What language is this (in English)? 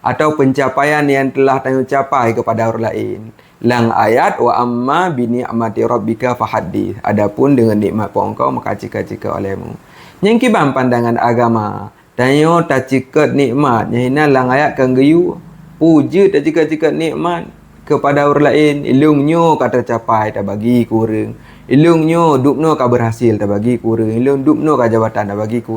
Achinese